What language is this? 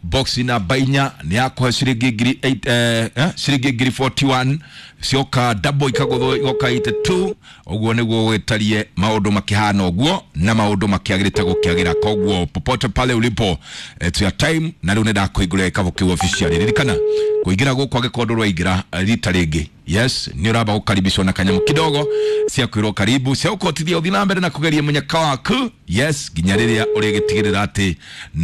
Kikuyu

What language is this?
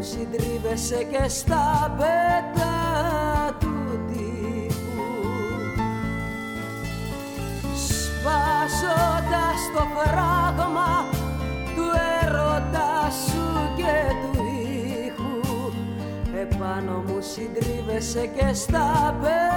Greek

